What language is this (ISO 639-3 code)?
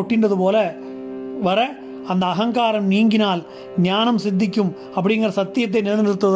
tam